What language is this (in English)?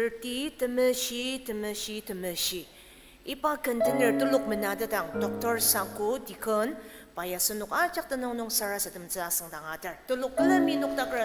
Ao Naga